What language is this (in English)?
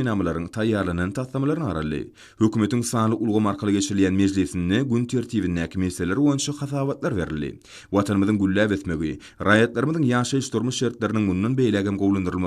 Turkmen